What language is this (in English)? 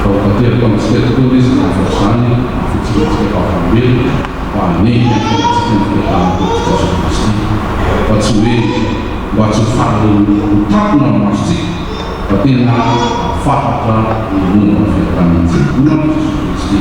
Malagasy